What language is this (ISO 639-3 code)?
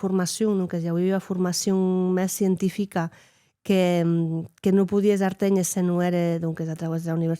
oci